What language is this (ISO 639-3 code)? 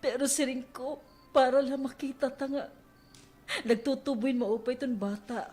war